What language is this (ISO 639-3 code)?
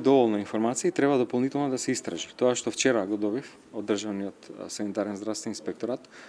mkd